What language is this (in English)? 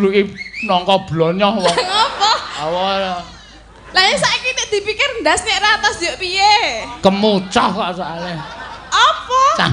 Javanese